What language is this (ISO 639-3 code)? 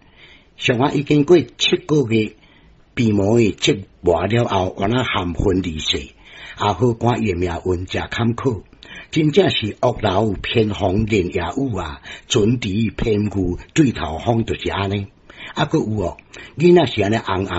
nan